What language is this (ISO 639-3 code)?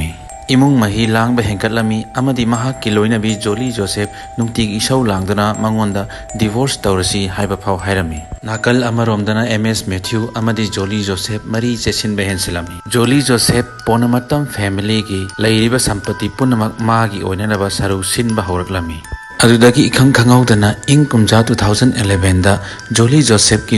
mni